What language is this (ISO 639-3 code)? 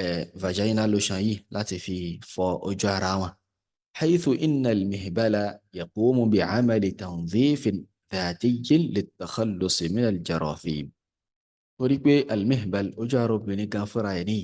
yor